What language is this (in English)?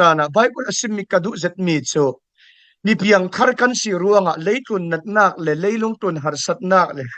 Falam Chin